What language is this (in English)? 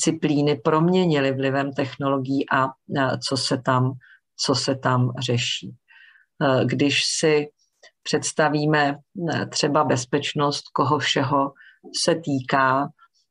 Czech